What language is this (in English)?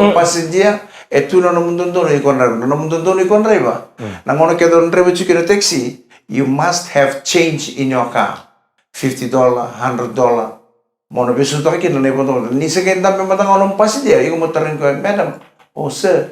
Fijian